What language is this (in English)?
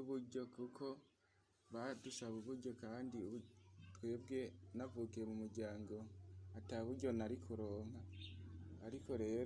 Rundi